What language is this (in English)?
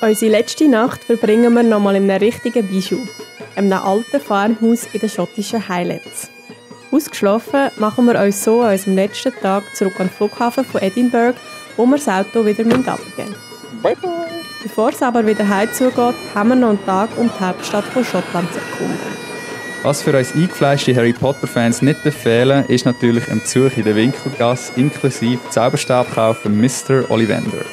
Swiss German